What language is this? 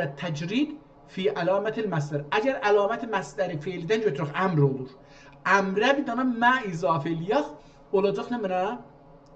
South Azerbaijani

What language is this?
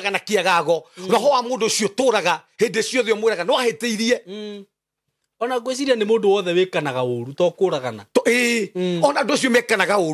Kikuyu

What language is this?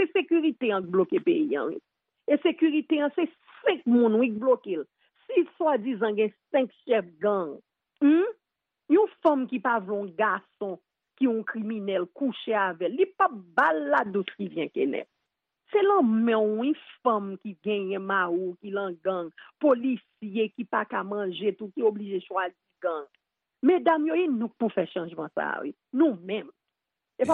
Haitian Creole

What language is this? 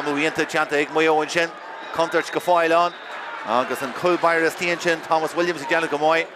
Irish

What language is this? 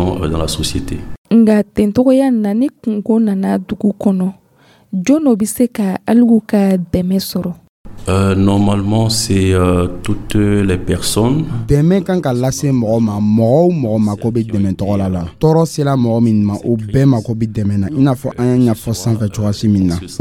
Dyula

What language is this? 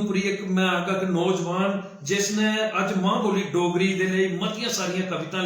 Dogri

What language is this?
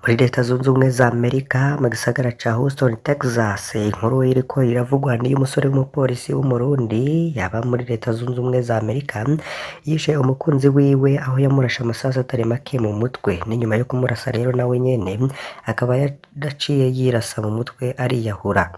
Rundi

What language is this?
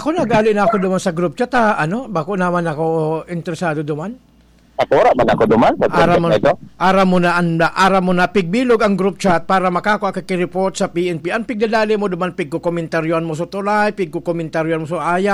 Bikol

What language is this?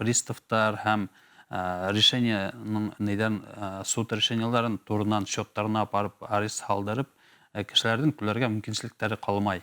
Bashkir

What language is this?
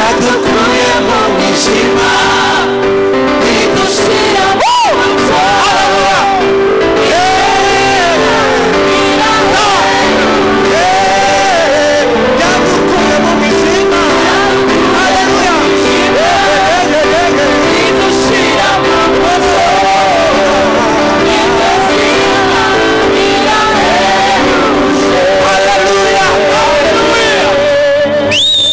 Kinyarwanda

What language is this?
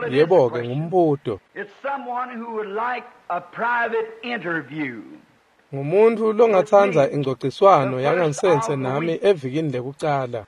Swati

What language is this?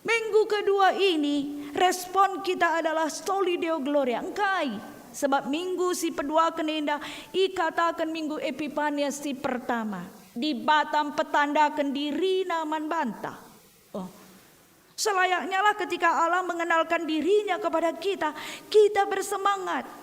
Batak Karo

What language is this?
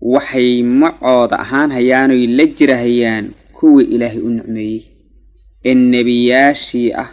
Somali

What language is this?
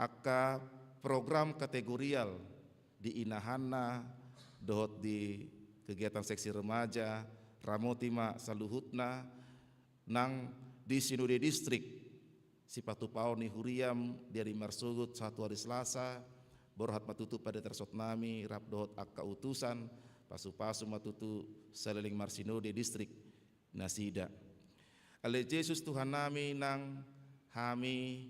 Batak Toba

